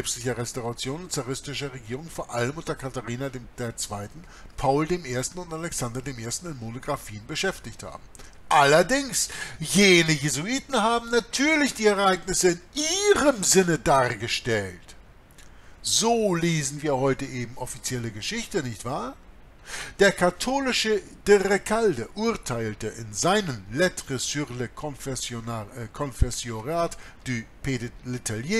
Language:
German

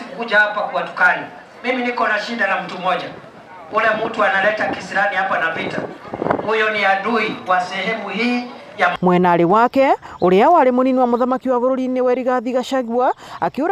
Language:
Meru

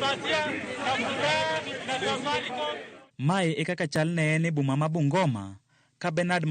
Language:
Luo (Kenya and Tanzania)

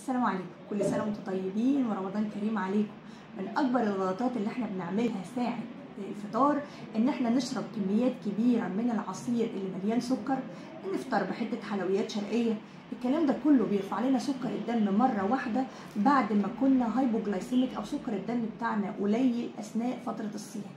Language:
Egyptian Arabic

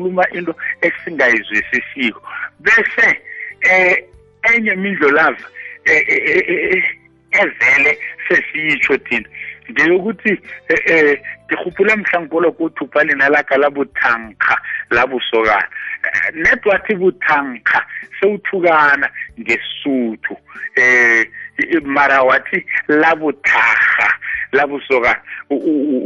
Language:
South Ndebele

